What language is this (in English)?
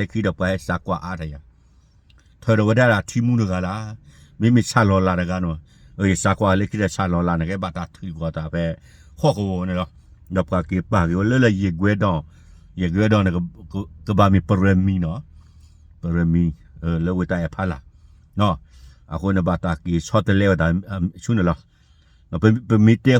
S'gaw Karen